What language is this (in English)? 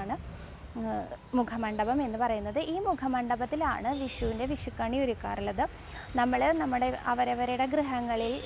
Malayalam